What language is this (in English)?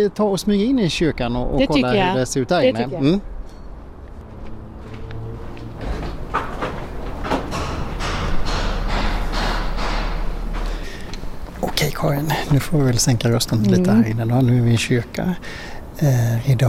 Swedish